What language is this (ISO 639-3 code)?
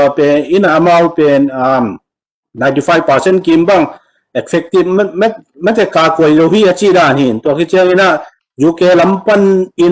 ctd